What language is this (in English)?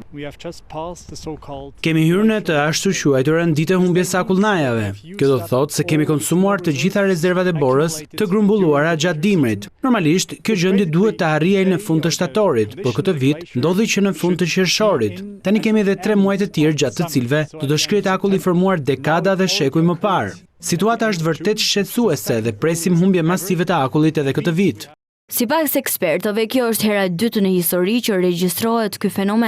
Albanian